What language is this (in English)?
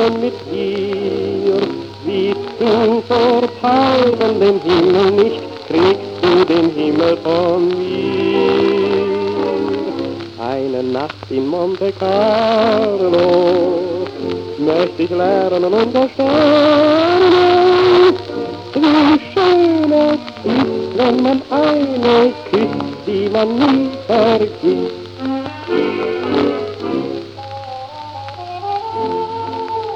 German